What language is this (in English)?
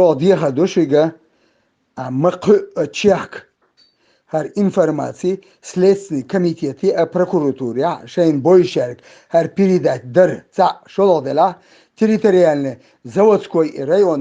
Chechen